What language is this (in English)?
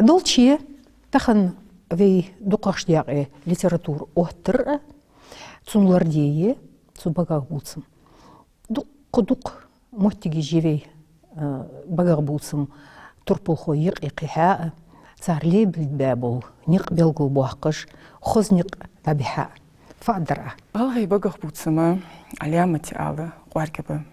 Ingush